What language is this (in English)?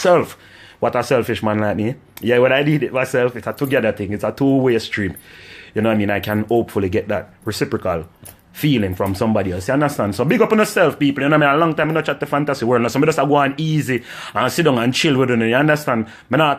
Jamaican Creole English